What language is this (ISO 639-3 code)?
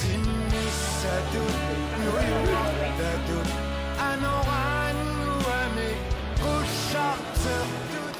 kal